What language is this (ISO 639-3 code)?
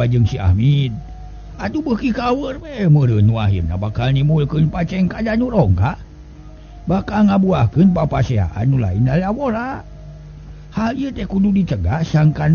sun